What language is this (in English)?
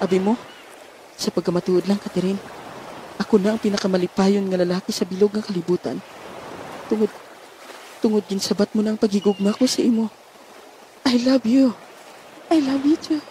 Hiligaynon